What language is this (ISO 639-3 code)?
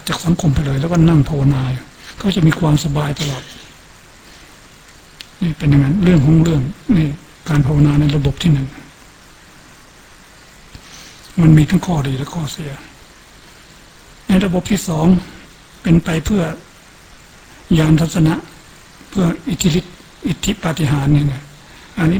tha